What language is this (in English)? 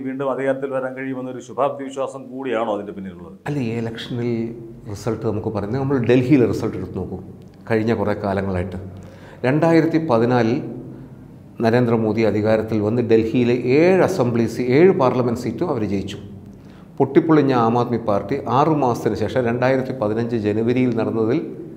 Malayalam